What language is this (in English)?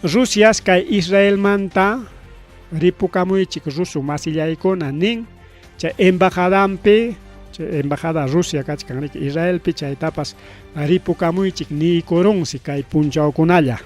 Ayacucho Quechua